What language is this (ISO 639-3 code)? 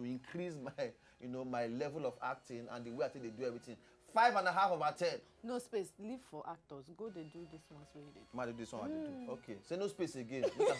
pcm